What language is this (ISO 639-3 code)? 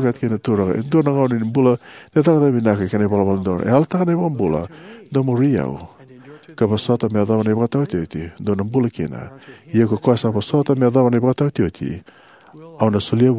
fij